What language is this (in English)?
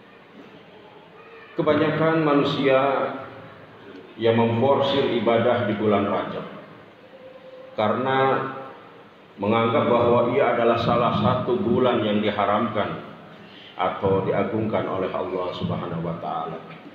Indonesian